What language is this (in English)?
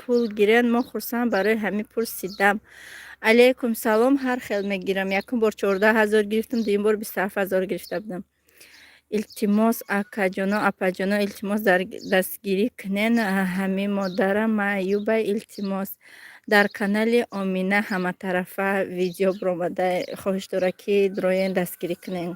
Tajik